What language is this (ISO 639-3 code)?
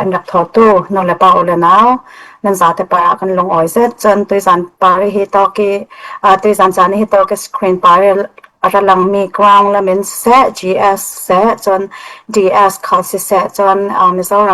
cfm